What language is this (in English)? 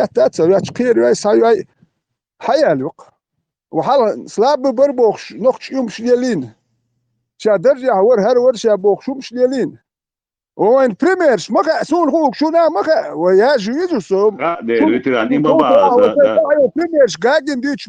Chechen